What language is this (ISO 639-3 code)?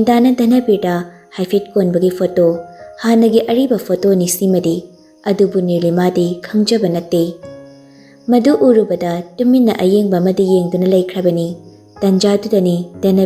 mni